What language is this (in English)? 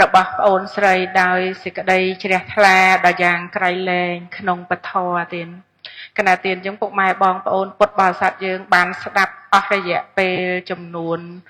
Khmer